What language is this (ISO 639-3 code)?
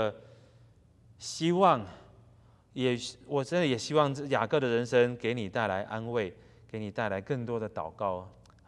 zho